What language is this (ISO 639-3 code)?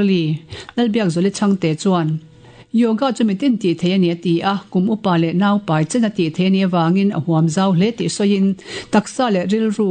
lus